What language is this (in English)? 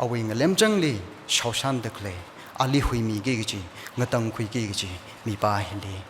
Tangkhul Naga (India)